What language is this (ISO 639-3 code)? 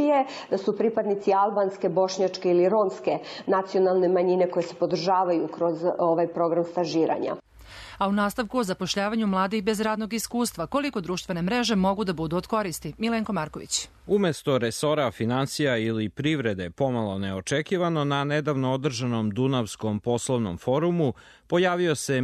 srp